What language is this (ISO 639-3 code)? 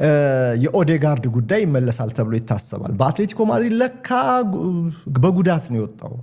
amh